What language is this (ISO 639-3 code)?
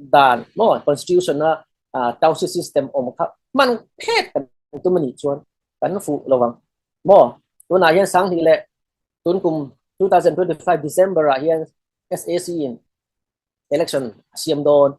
cfm